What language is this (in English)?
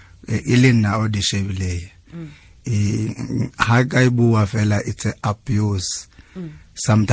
Tswana